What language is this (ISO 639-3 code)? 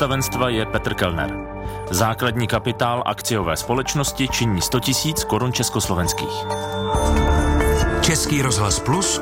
ces